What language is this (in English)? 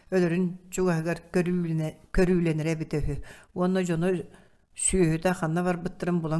Yakut